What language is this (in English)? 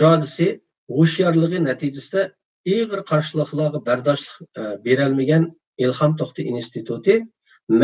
Uyghur